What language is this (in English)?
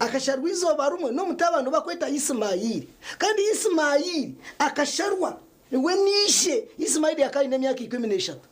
Nyankole